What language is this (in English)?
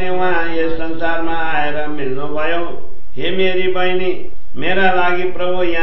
Nepali